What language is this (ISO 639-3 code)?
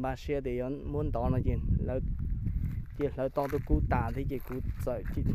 hmn